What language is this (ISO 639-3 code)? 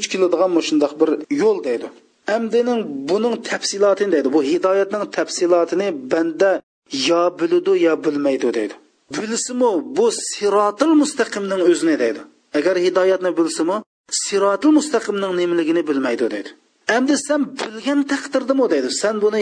uig